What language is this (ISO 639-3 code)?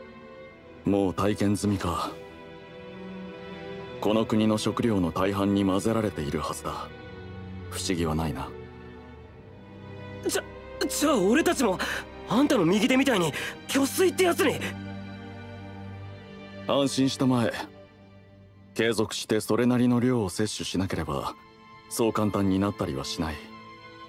jpn